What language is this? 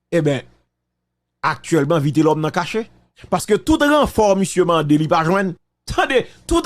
Haitian Creole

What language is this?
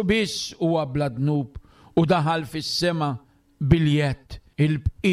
Maltese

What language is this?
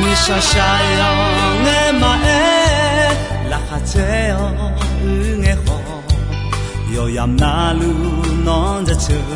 Akha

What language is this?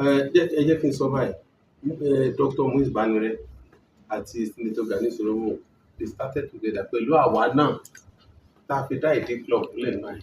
Yoruba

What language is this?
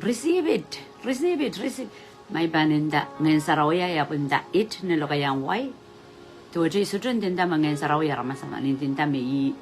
Pohnpeian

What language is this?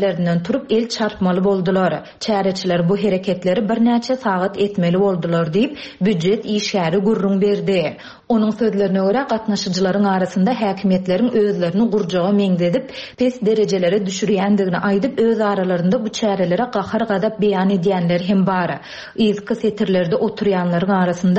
Turkmen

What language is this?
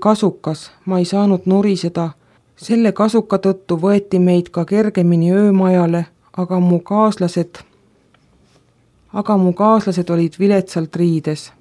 Estonian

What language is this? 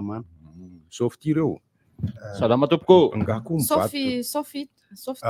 Malagasy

